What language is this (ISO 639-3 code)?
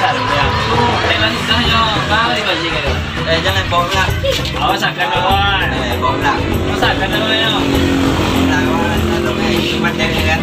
min